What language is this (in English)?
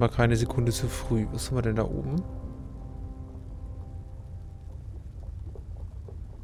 German